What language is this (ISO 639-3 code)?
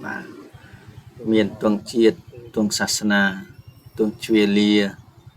khm